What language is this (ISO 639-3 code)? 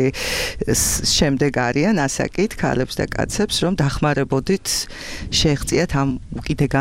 kat